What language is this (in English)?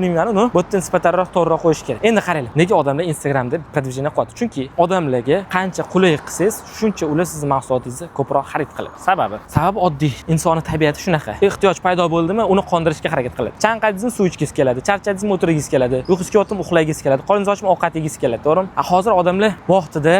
Uzbek